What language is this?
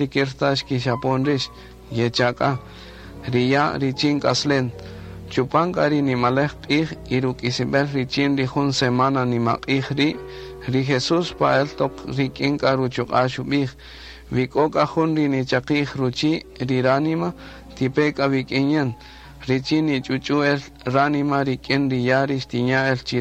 Kaqchikel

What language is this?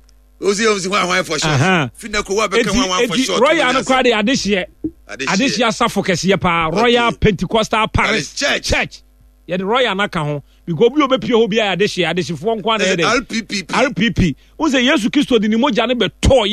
Akan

